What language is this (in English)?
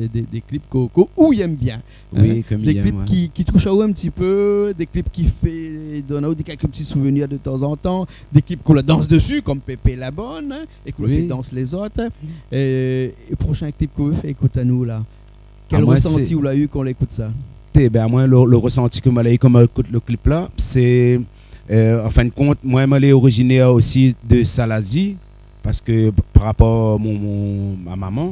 Réunion Creole French